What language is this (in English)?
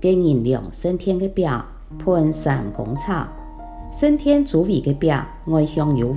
Hakka Chinese